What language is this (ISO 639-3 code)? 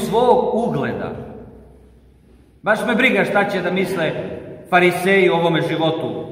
srp